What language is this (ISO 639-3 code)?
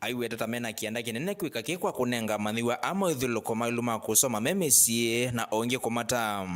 kam